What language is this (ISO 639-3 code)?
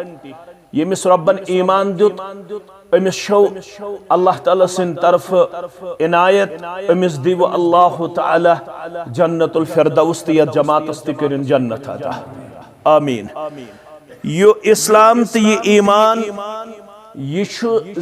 kas